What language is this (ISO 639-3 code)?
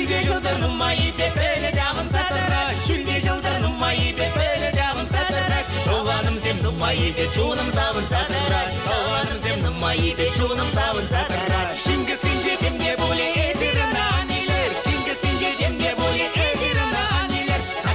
chv